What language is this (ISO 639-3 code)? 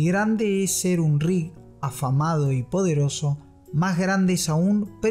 spa